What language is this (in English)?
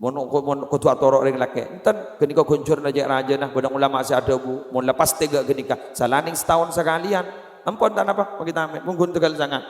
Madurese